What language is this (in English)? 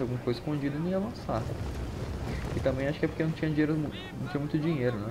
Portuguese